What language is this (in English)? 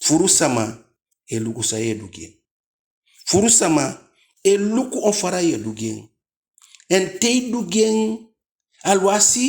Eastern Maroon Creole